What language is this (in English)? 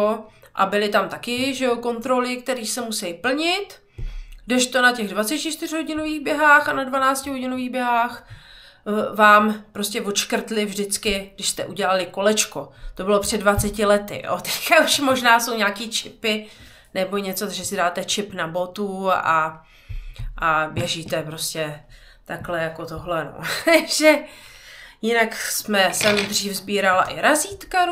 Czech